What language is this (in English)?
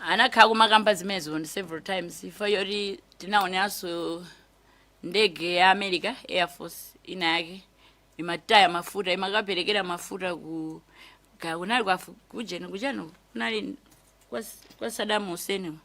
Nyanja